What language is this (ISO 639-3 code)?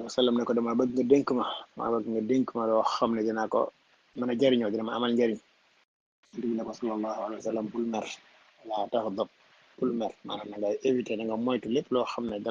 wol